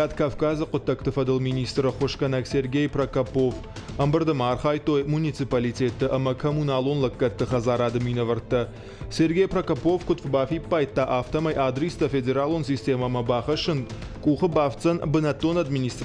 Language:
Ossetic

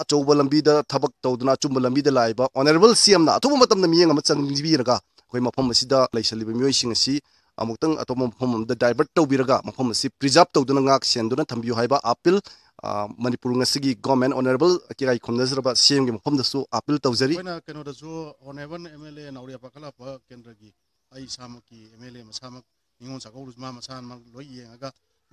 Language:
Manipuri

